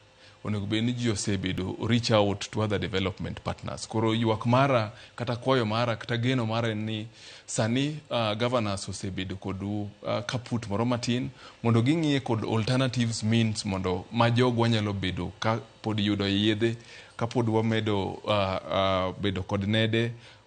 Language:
Luo (Kenya and Tanzania)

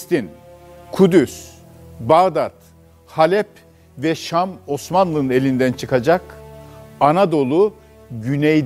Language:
Turkish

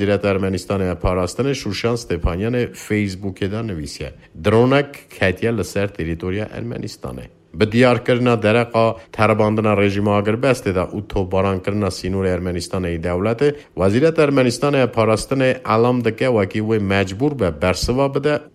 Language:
Kurdish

